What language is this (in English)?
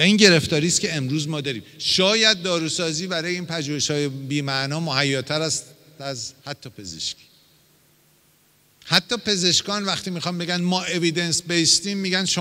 Persian